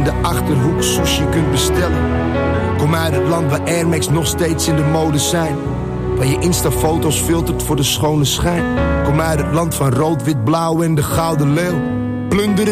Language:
Dutch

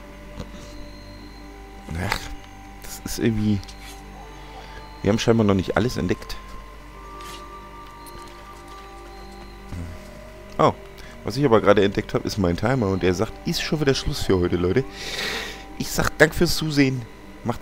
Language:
German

